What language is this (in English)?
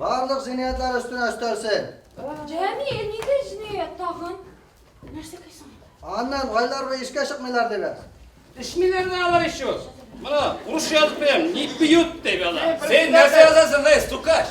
Bashkir